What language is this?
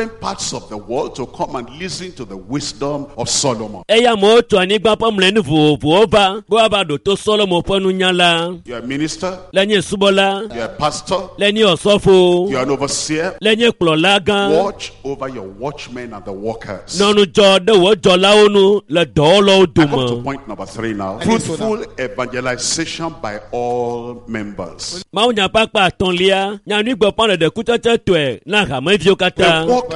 Ewe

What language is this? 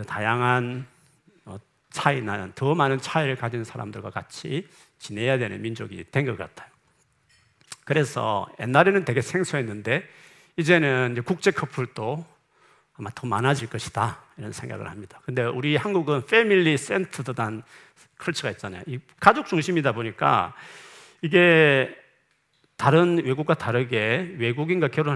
Korean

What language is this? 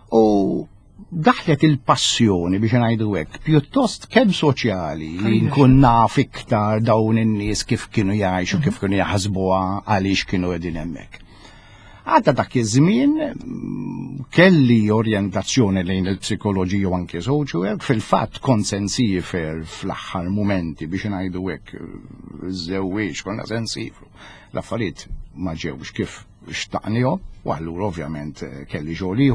Maltese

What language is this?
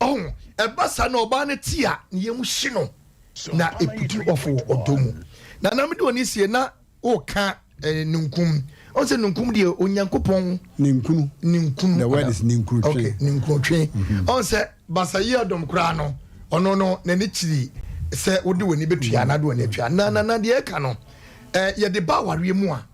Akan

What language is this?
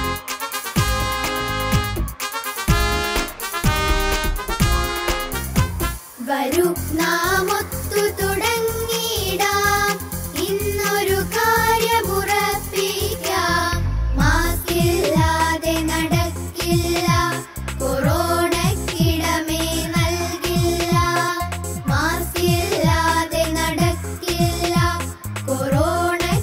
Malayalam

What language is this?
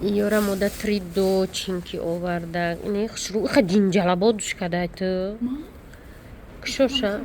Tajik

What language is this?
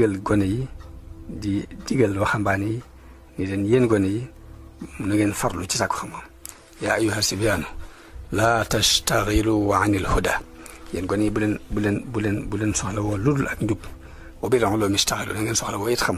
Wolof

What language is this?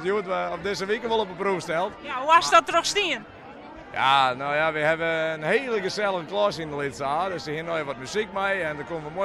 Western Frisian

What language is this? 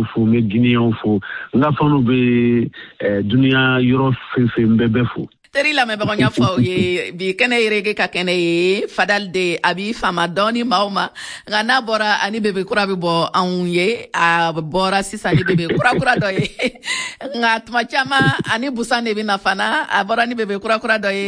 Bambara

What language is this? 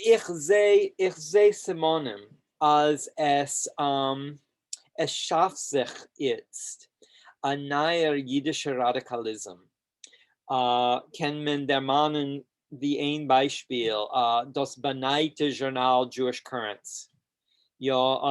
Yiddish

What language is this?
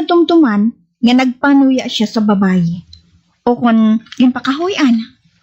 Hiligaynon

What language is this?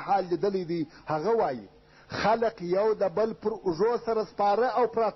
Pashto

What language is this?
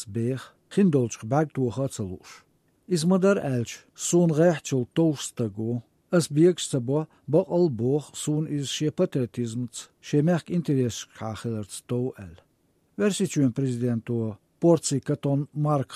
Chechen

